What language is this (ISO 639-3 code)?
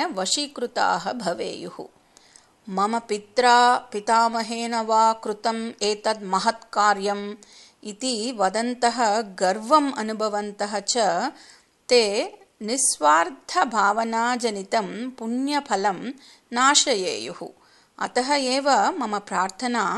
san